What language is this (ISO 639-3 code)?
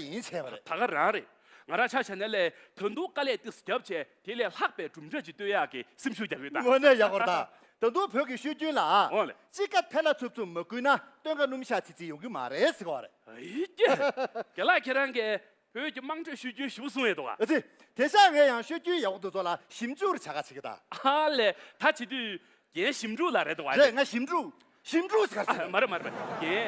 bod